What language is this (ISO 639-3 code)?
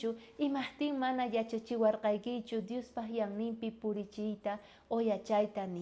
quh